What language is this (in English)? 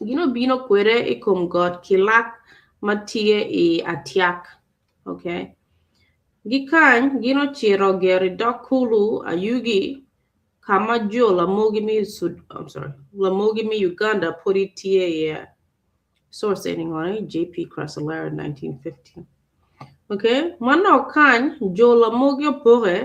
Acoli